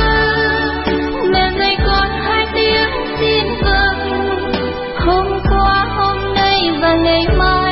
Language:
Vietnamese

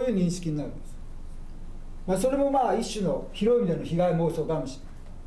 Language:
Japanese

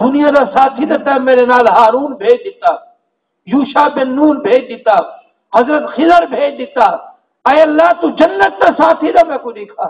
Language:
Saraiki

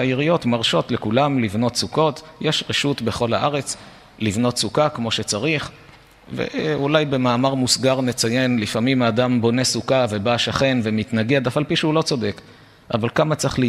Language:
Hebrew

